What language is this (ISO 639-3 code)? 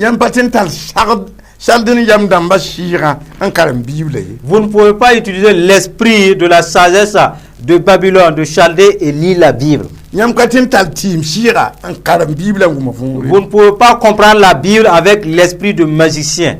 mos